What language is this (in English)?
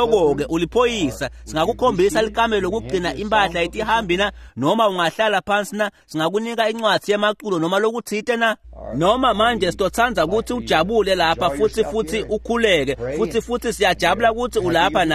Swati